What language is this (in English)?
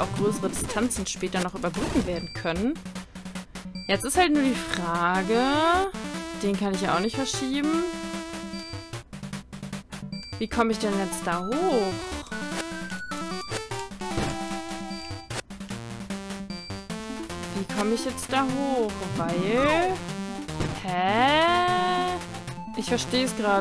German